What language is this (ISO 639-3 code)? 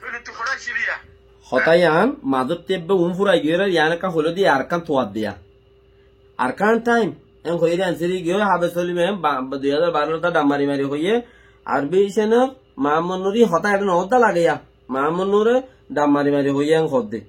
rhg